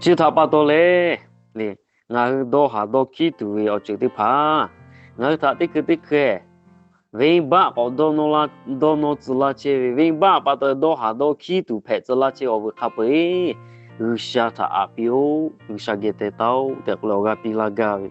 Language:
Lahu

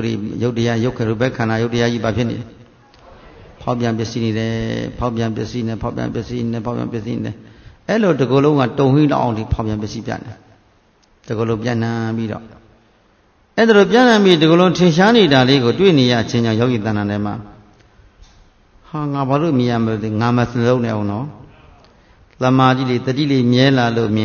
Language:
Burmese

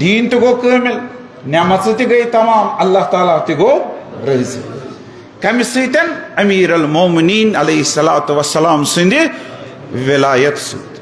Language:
Kashmiri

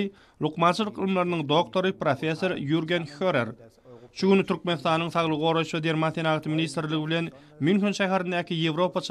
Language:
Turkmen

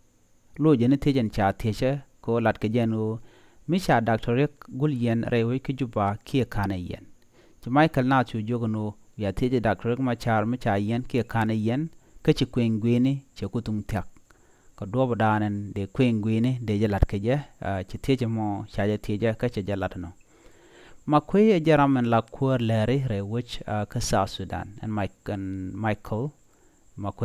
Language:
Nuer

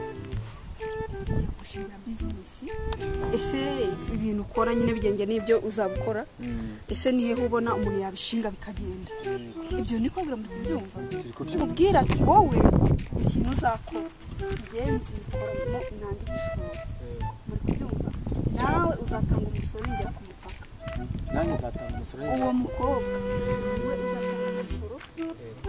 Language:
Kinyarwanda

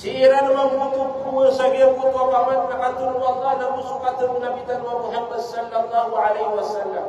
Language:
Maranao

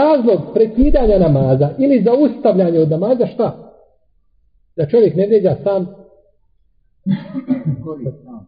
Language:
Bosnian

